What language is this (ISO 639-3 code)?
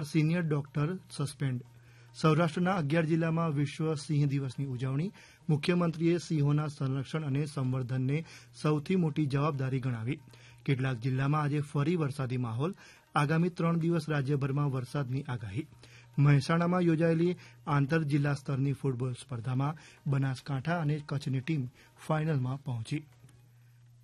guj